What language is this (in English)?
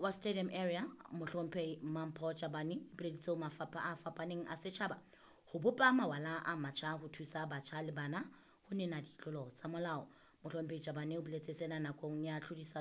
Southern Sotho